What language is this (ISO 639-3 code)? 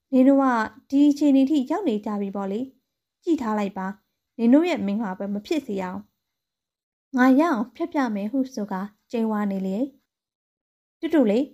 mya